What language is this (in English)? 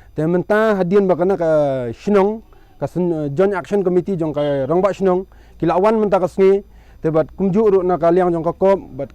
Khasi